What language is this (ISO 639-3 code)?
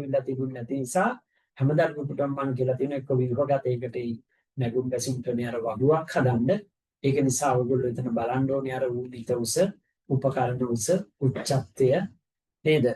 sin